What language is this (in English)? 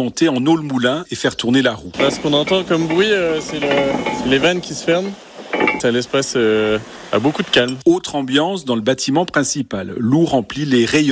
French